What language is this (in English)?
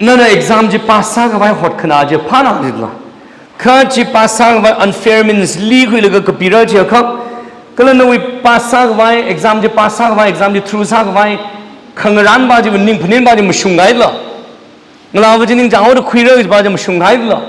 Tangkhul Naga (India)